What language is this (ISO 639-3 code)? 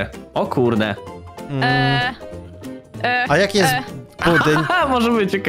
pol